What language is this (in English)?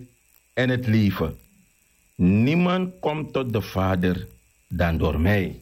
Sranan Tongo